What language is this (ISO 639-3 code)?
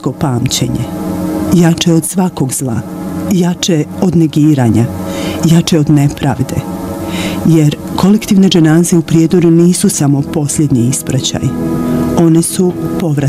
bos